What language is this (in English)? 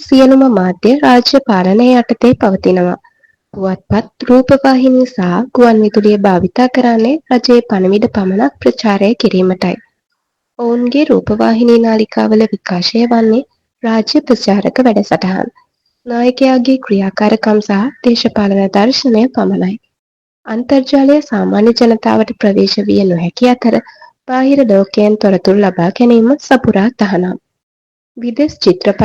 Sinhala